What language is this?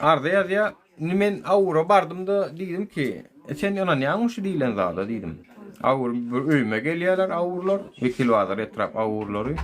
Turkmen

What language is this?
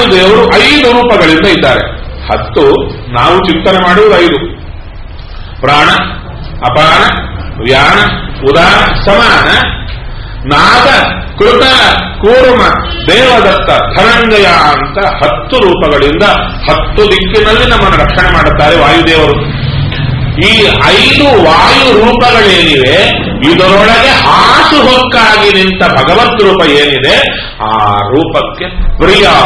Kannada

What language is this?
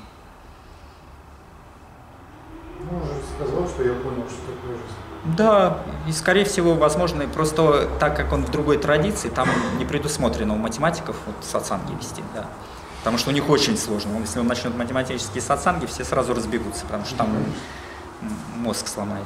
Russian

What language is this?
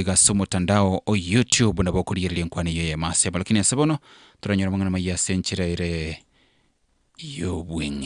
Gusii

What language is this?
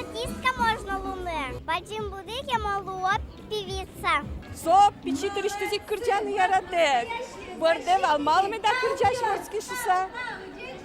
Udmurt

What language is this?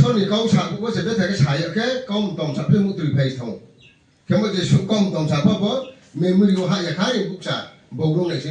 Riang (India)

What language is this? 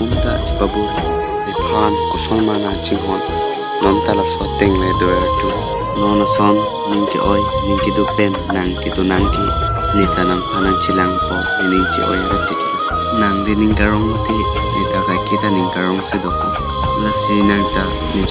Karbi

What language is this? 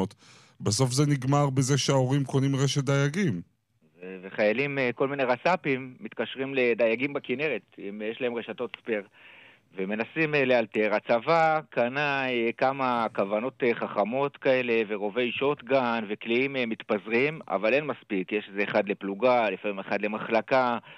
Hebrew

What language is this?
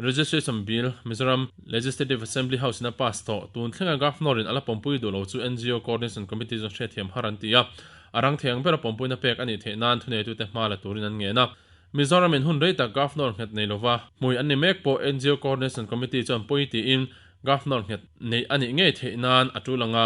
Mizo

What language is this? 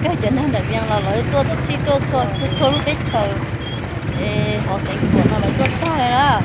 Hmong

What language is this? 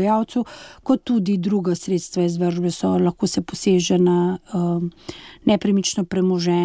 Slovenian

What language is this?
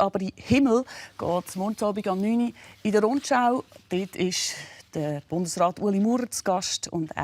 Swiss German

